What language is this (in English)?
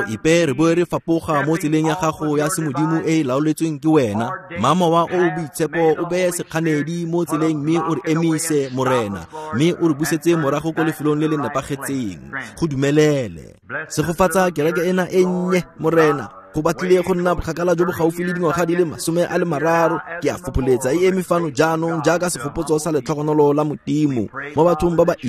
Tswana